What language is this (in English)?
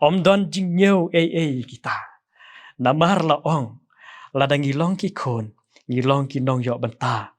Khasi